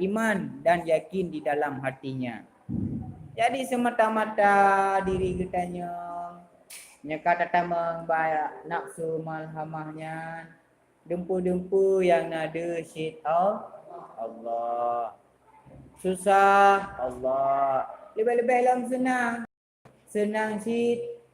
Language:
Achinese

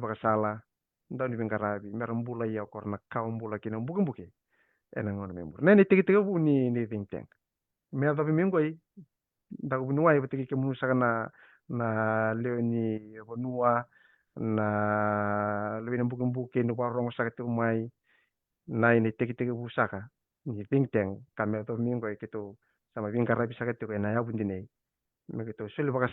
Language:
Fijian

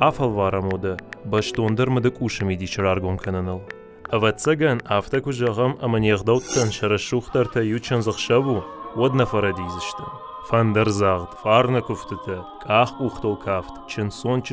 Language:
Ossetic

